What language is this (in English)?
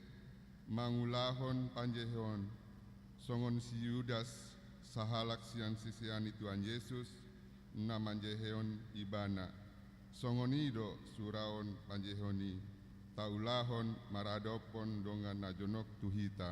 Batak Toba